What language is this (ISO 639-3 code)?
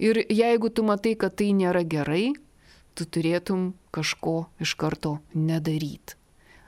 lit